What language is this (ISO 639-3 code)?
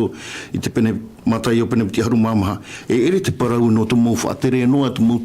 tah